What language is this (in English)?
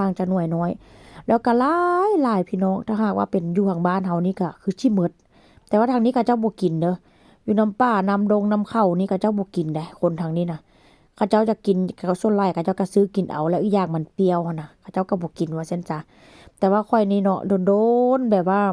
Lao